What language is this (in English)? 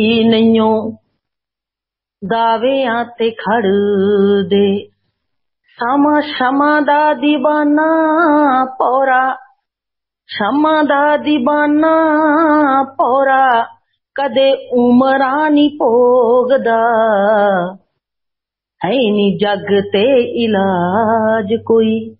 Punjabi